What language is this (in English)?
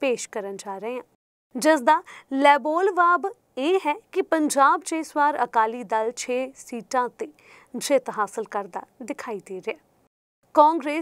Punjabi